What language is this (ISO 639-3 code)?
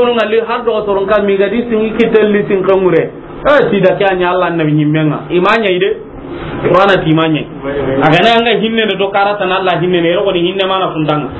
snk